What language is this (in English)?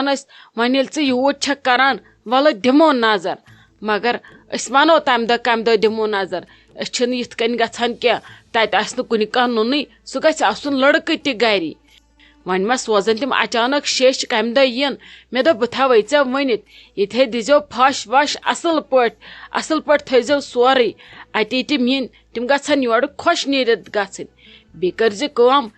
Kashmiri